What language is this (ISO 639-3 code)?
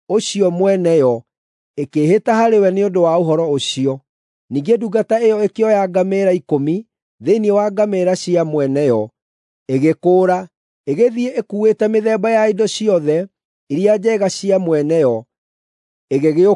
kik